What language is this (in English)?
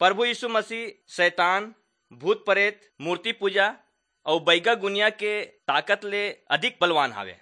Chhattisgarhi